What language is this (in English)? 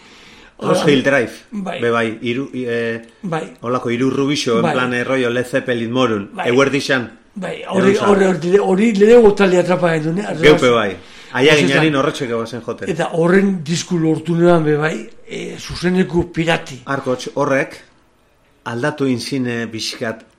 Basque